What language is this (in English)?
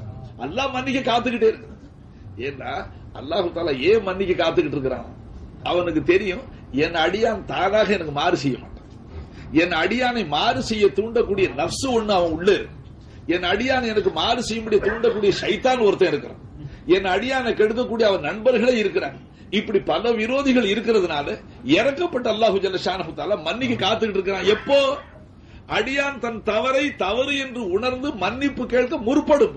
Tamil